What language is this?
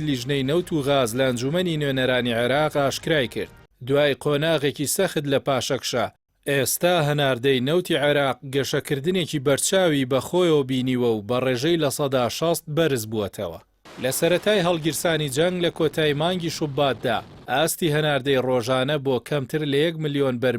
Central Kurdish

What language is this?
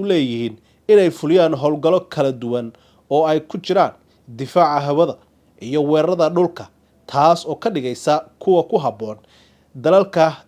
Somali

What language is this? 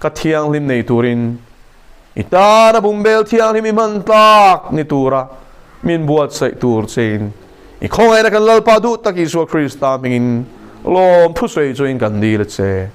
Mizo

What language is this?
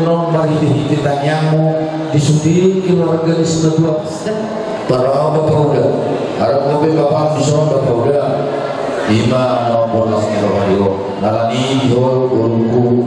Batak Toba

